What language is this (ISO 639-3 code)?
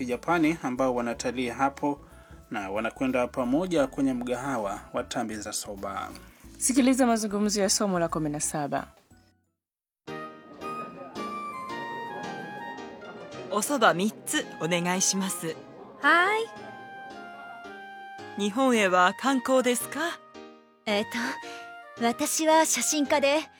swa